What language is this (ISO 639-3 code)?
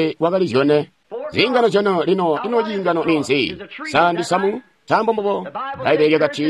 toi